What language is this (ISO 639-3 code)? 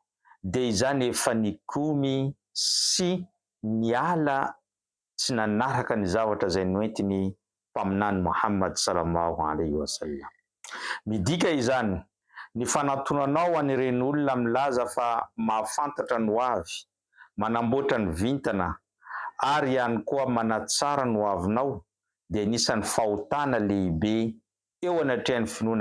mlg